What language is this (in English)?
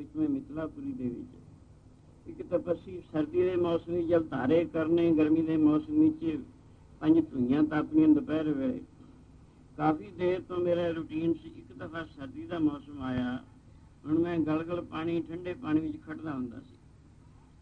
Punjabi